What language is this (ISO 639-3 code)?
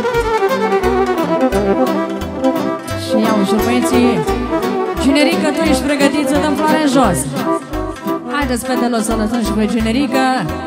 ron